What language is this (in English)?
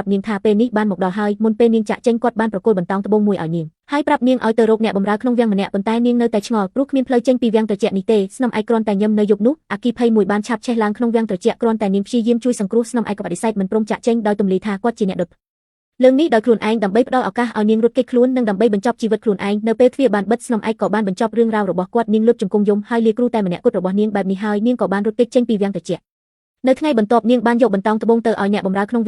Khmer